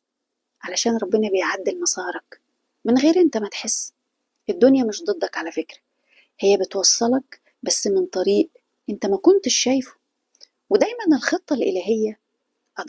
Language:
Egyptian Arabic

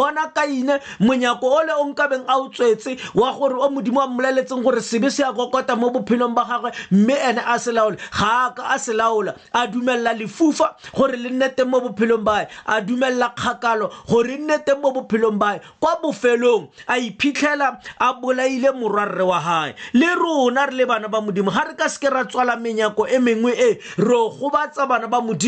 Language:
Tswana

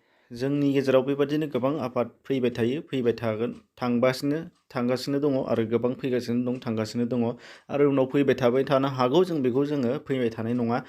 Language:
Bodo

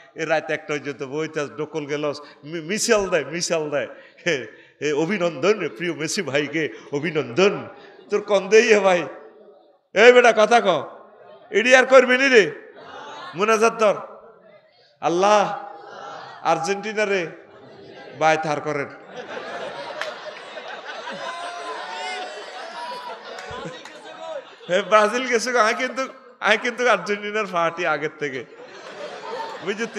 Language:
Bangla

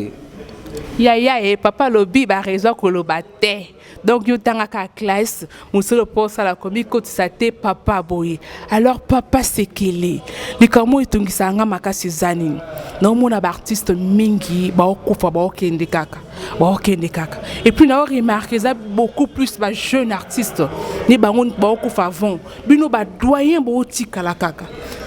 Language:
Lingala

